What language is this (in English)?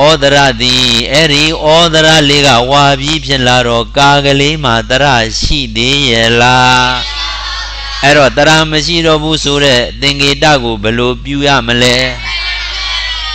Burmese